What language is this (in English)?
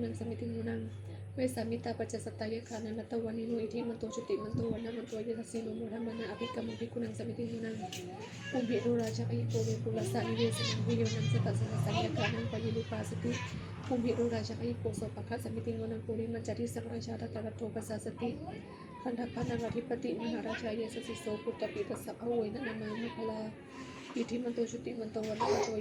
Pali